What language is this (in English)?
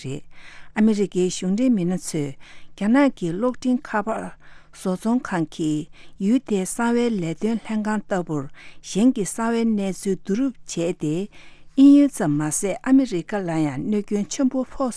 Tibetan